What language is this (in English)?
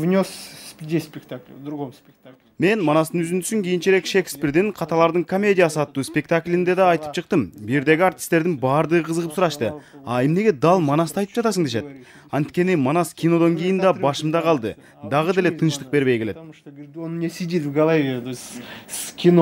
Kyrgyz